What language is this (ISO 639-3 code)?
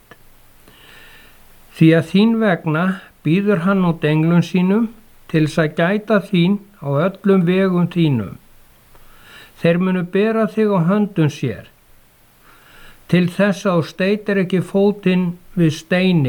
isl